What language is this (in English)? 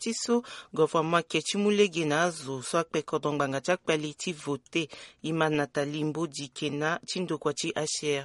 Sango